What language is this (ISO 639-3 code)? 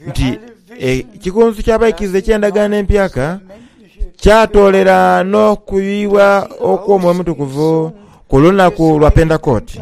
xog